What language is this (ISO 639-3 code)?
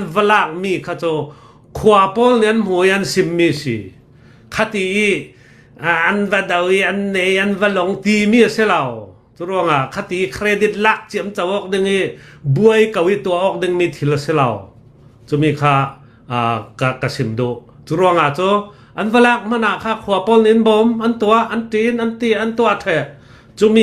cnh